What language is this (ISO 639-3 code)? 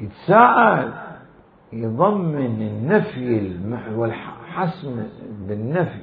acm